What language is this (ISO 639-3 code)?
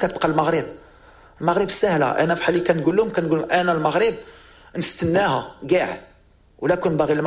ary